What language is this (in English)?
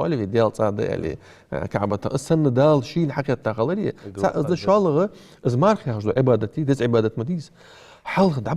Ingush